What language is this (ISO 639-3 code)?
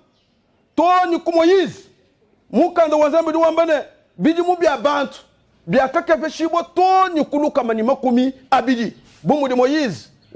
lua